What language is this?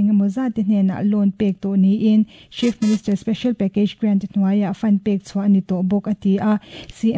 Mizo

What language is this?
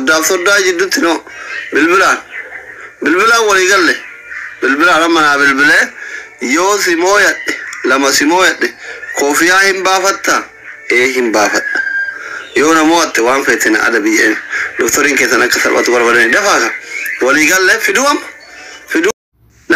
Oromo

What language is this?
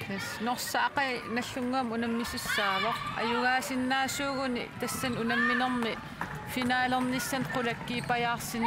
Kalaallisut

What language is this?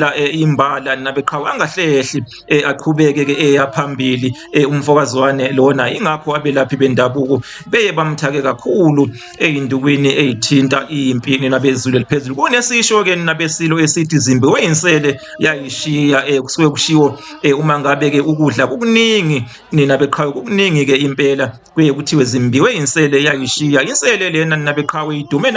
Zulu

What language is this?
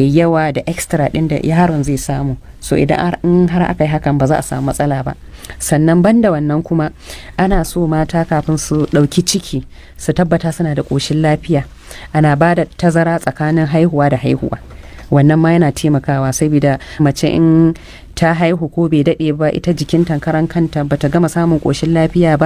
Hausa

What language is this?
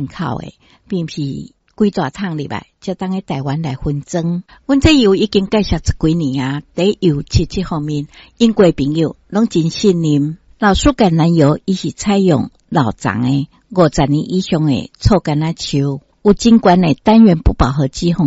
Min Nan Chinese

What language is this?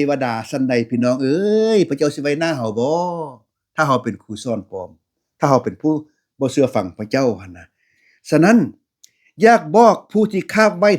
Lao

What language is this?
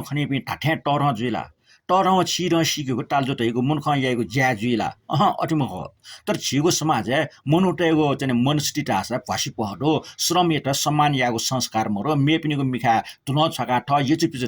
Newari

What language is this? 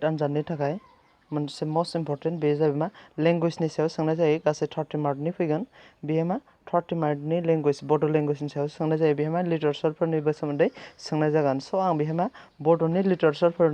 Bodo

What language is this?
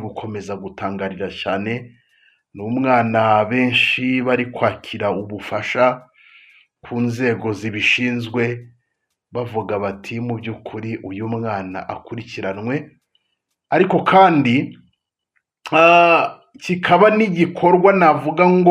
Kinyarwanda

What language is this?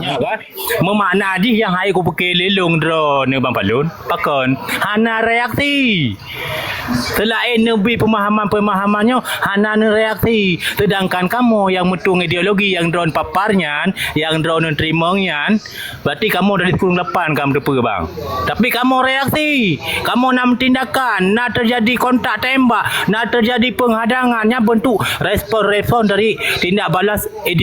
Achinese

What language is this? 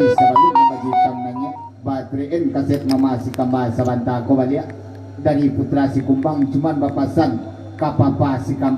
Minangkabau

